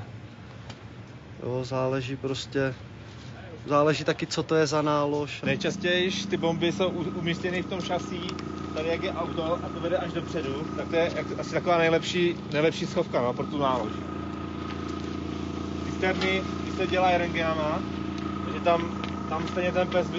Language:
Czech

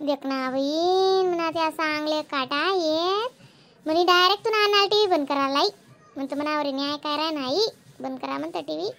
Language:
Khandesi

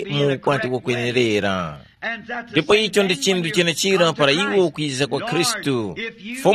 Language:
Tumbuka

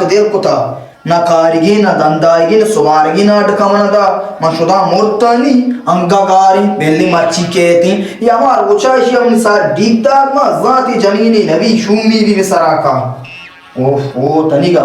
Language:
Baluchi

